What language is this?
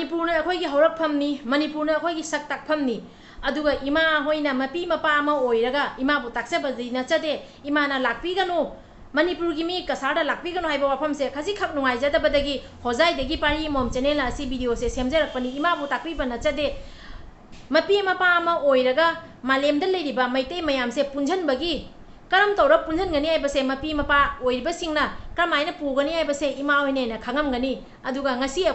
Manipuri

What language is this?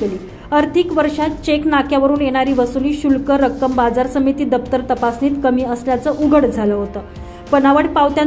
Marathi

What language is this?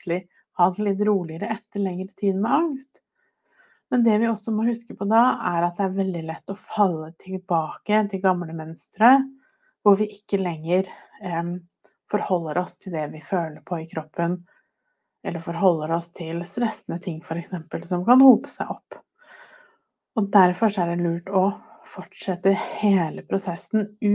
Norwegian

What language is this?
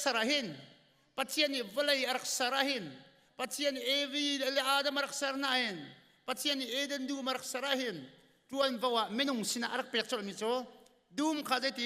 Hakha Chin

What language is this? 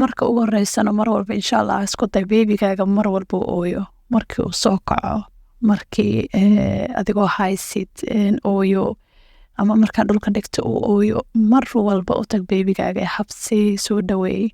Somali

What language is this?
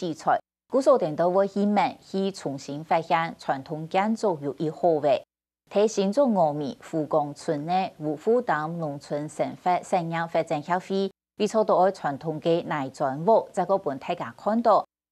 Hakka Chinese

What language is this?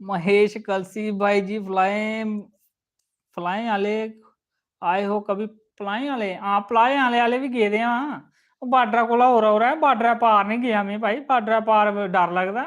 Dogri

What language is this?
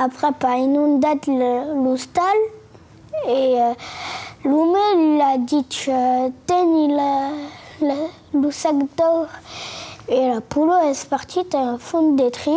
Occitan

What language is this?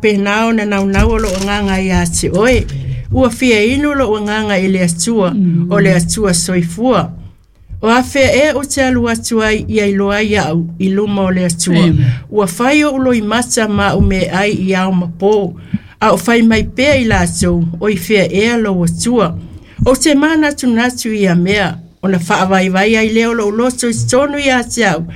Samoan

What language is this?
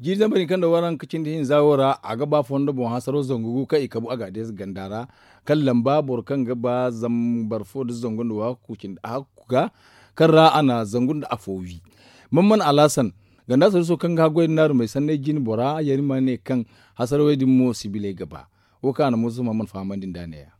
Zarma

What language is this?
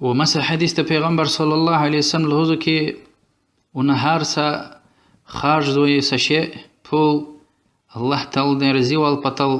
Lezghian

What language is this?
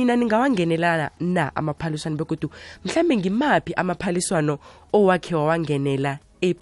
South Ndebele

